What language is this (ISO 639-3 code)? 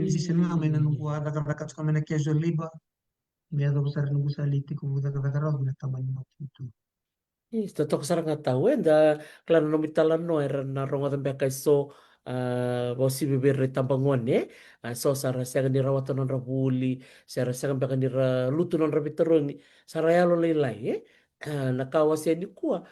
fij